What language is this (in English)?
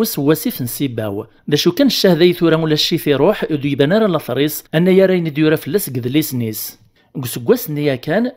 Kabyle